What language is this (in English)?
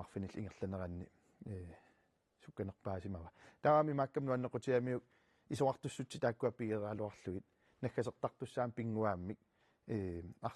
Kalaallisut